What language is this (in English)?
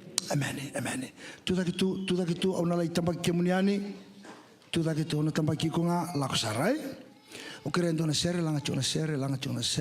Fijian